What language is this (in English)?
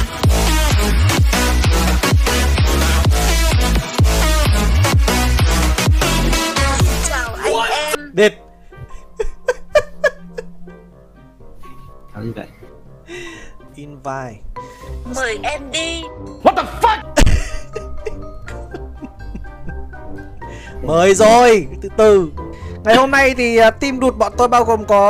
Vietnamese